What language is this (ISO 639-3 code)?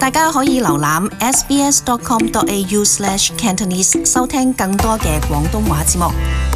yue